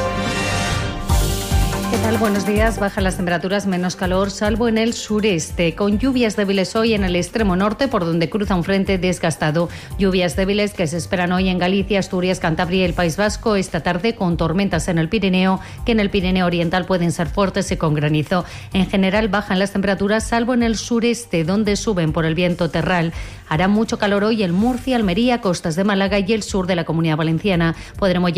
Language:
Spanish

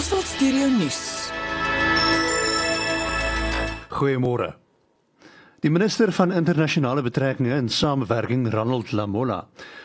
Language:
Afrikaans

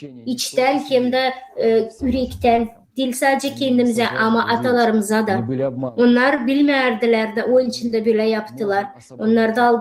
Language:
Gagauz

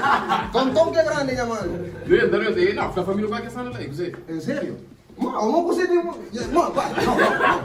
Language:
Kabuverdianu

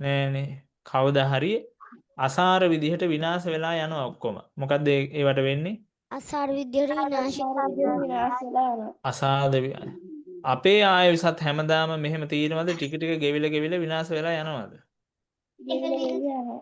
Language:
Sinhala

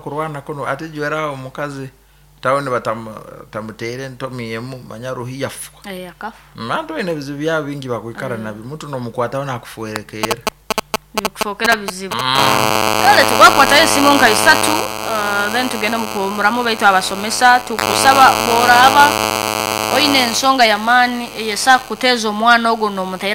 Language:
Nyoro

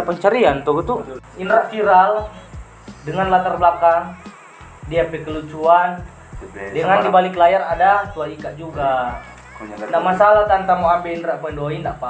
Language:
Manado Malay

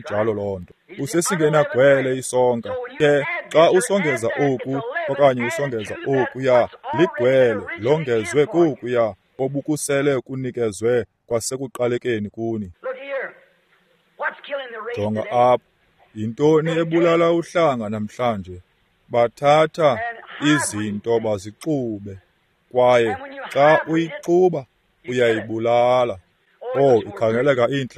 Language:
Xhosa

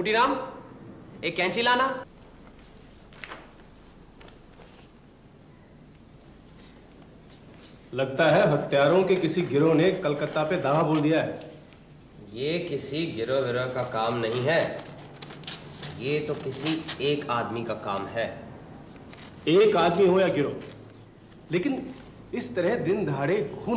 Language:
Hindi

